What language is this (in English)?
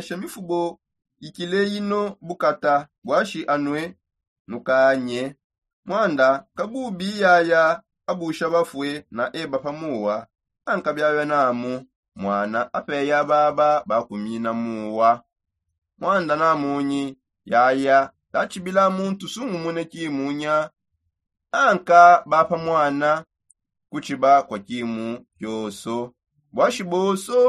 Songe